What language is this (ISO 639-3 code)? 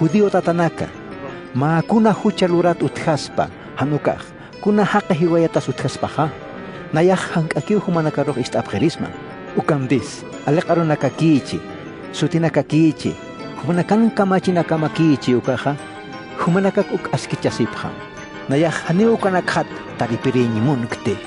aym